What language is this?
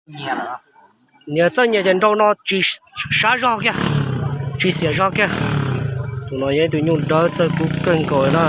Hmong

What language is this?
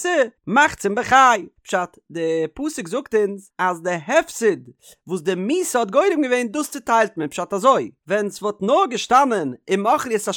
Yiddish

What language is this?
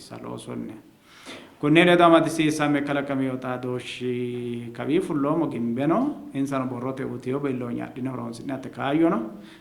Sidamo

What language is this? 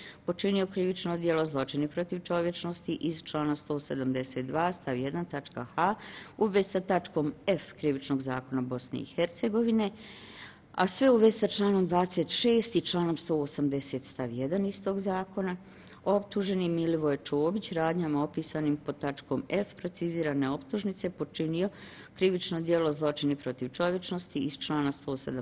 Bosnian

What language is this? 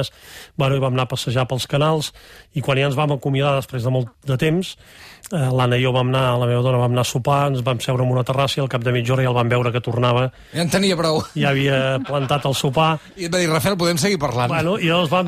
Catalan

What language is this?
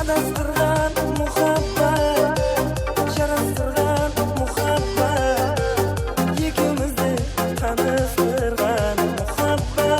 Kara-Kalpak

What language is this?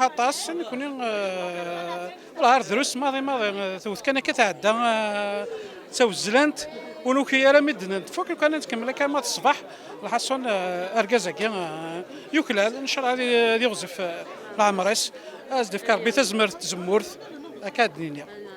Kabyle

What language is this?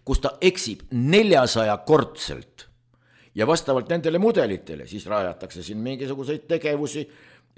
Estonian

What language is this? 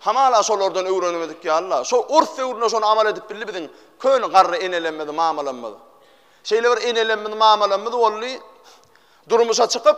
Turkmen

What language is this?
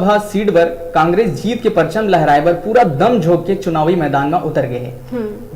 Chhattisgarhi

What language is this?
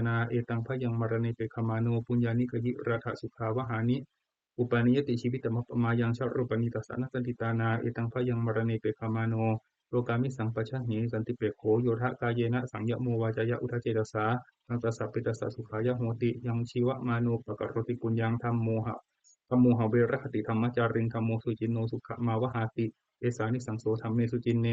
Pali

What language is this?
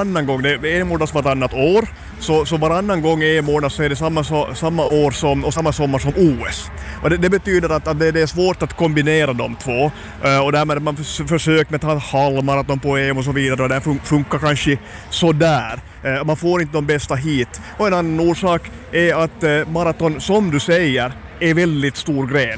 Swedish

